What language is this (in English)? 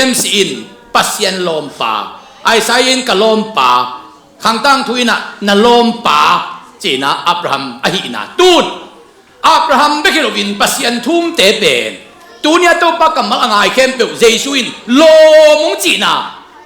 Tedim Chin